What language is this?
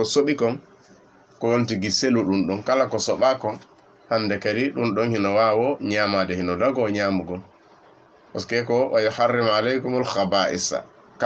Fula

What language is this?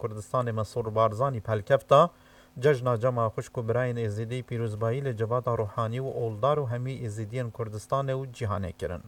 Kurdish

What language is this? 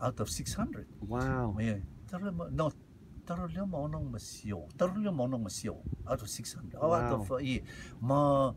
Rotuman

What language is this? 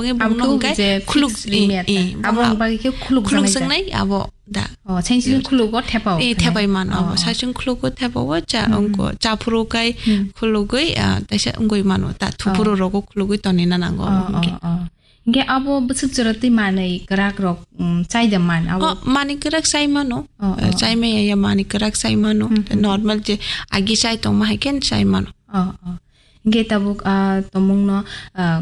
Kok Borok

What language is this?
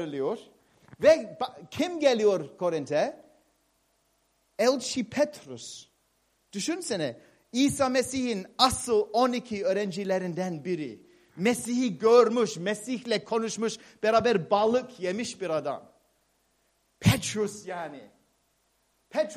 Turkish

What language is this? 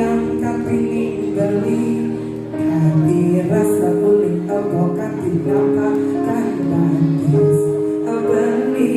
Balinese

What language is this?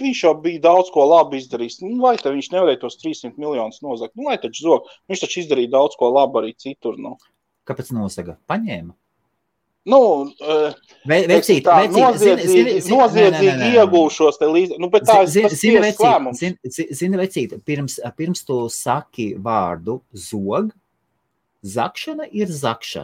Latvian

